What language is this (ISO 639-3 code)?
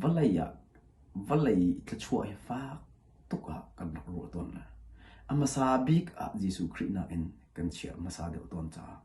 cnh